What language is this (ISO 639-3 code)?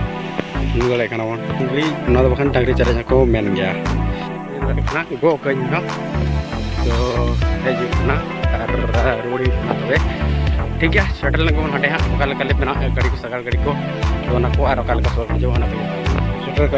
sat